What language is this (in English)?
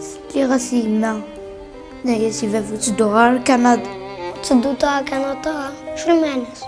Kabyle